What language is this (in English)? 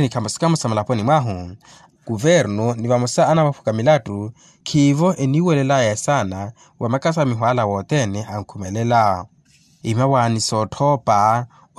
Makhuwa